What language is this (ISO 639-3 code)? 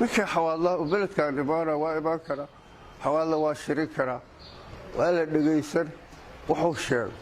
som